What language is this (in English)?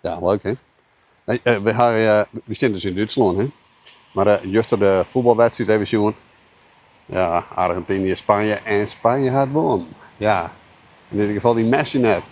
Western Frisian